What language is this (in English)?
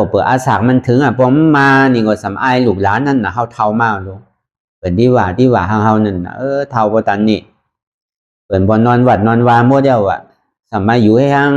Shan